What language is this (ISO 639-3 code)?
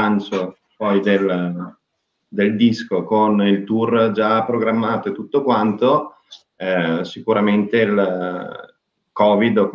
ita